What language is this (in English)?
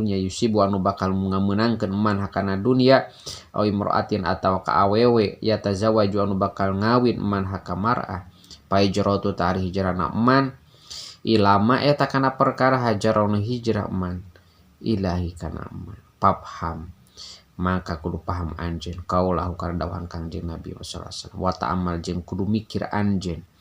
Sundanese